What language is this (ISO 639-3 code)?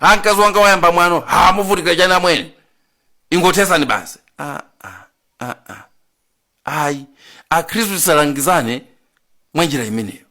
nya